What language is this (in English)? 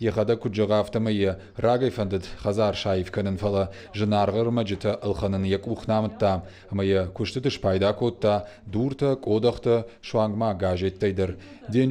Ossetic